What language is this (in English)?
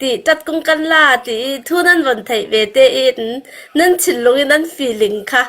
Falam Chin